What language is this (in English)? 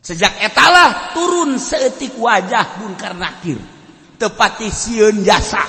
Sundanese